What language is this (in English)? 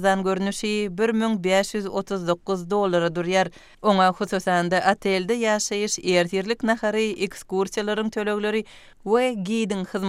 Turkmen